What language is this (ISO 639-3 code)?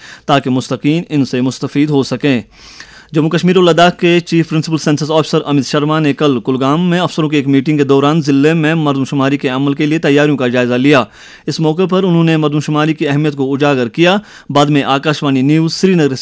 urd